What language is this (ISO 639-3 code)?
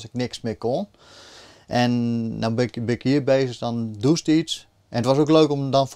fry